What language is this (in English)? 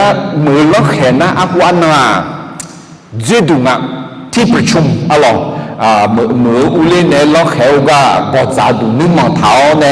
Akha